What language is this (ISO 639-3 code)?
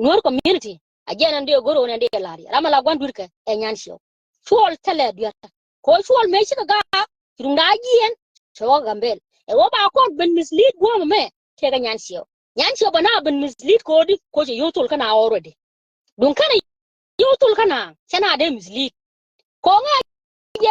nus